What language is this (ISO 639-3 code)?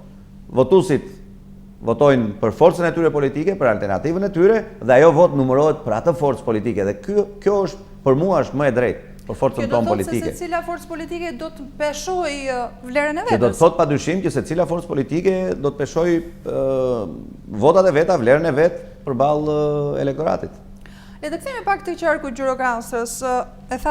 sqi